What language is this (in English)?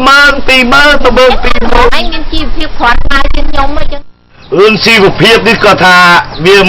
Khmer